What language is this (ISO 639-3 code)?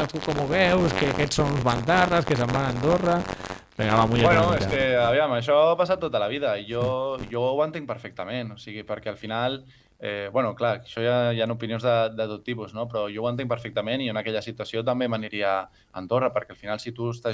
cat